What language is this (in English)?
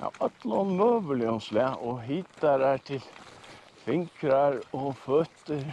Faroese